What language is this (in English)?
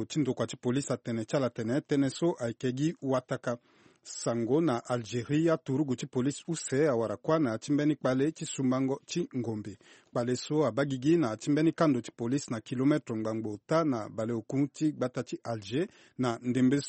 Sango